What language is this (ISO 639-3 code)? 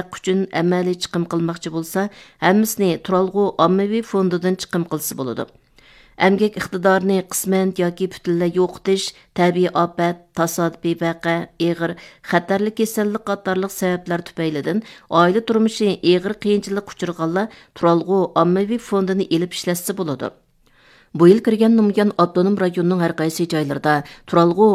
uig